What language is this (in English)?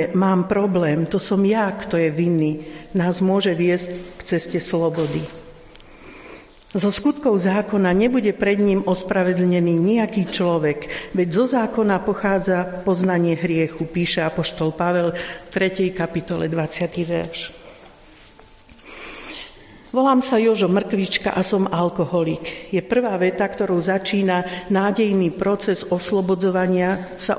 Slovak